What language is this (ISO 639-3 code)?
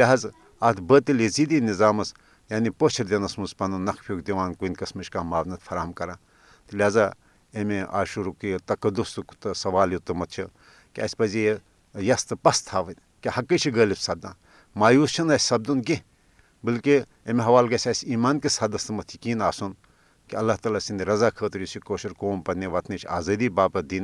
kas